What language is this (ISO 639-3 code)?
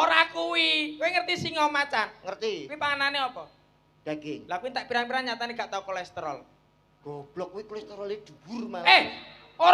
jav